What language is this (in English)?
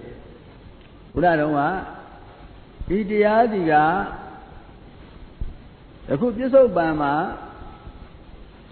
Burmese